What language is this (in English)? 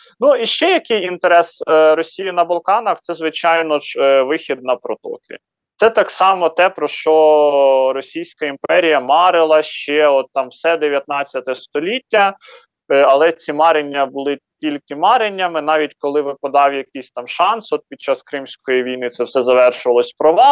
Ukrainian